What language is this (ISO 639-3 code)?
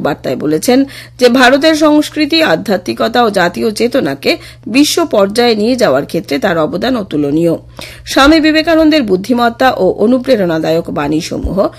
ben